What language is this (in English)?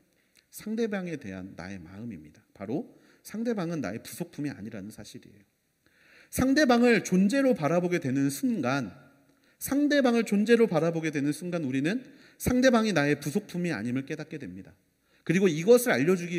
Korean